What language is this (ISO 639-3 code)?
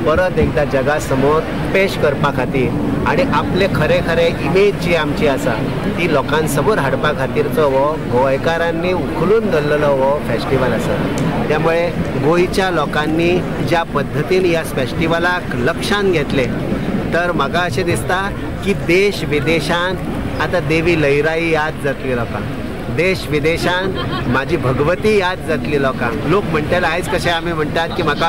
kok